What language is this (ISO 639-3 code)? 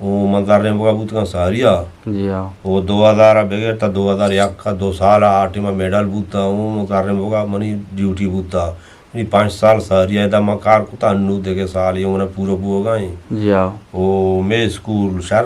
bgp